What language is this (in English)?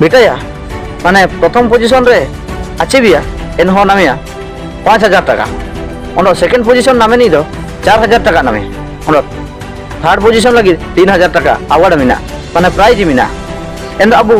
Ho